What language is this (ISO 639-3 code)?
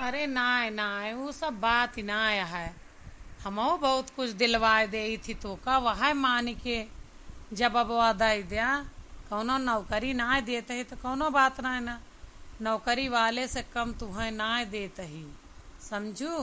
awa